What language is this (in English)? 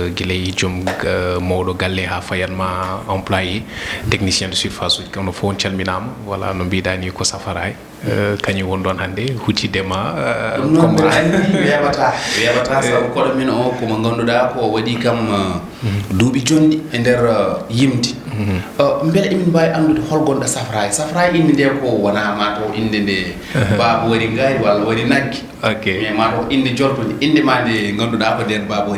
Fula